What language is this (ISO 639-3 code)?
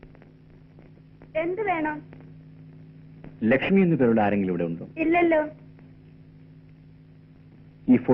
mal